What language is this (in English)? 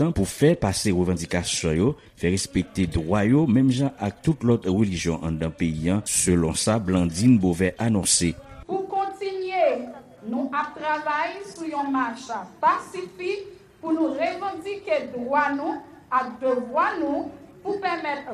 Haitian Creole